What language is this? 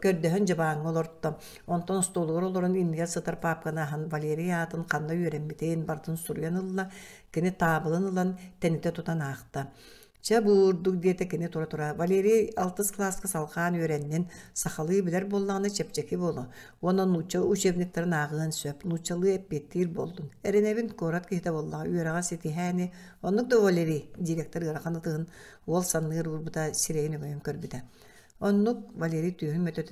Yakut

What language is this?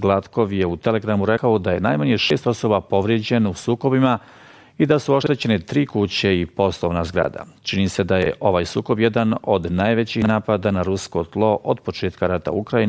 Bosnian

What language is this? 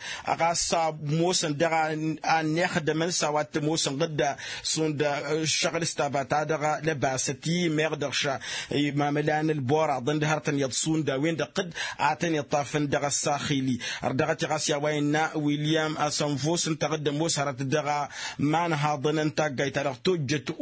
Tamasheq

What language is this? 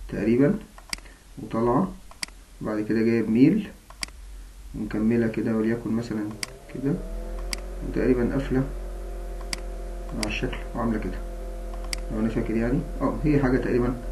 Egyptian Arabic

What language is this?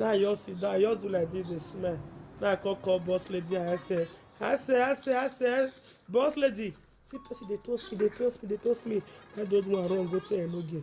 Nigerian Pidgin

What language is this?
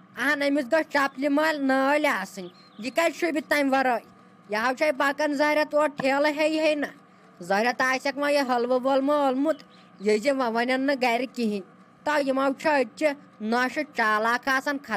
Kashmiri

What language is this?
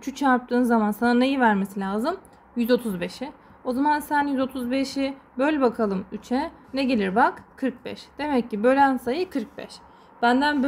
Turkish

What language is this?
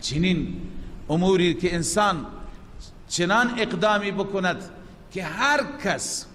Persian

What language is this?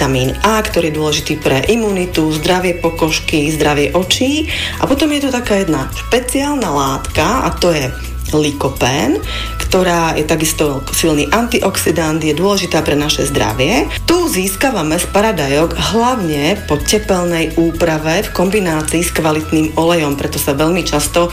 Slovak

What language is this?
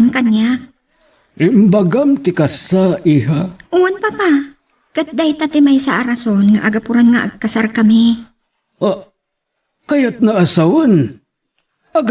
Iloko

